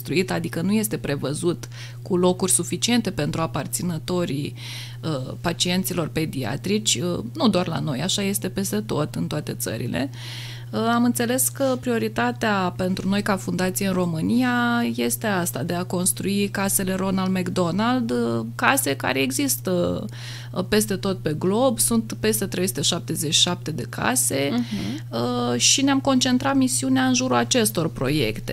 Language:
Romanian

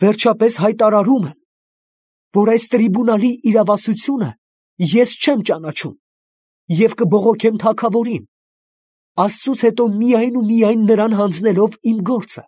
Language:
Armenian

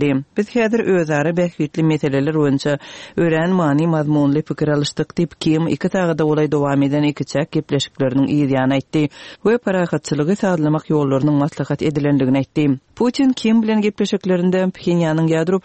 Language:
Turkmen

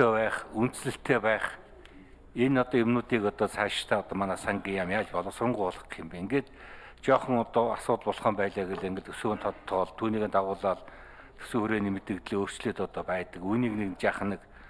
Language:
Mongolian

